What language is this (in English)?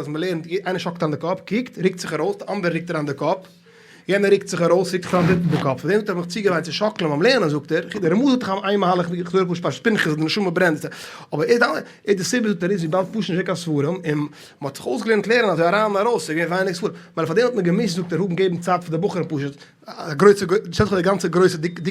Yiddish